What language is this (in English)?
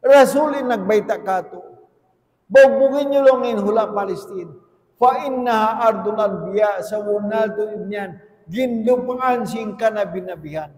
Tausug